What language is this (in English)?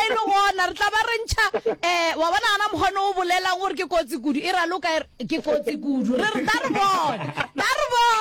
Northern Sotho